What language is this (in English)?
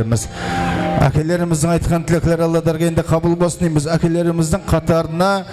Kara-Kalpak